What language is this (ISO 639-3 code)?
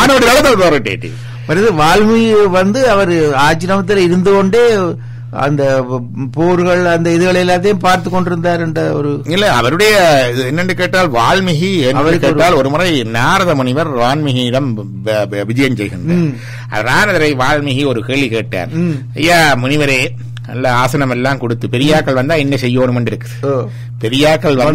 tam